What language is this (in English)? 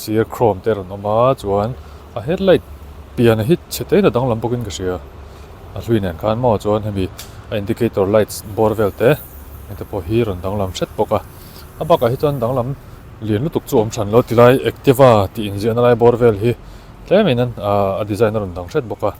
Mizo